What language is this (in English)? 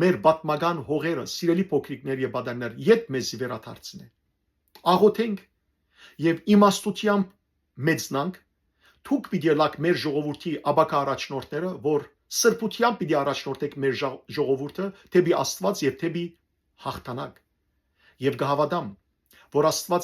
Western Armenian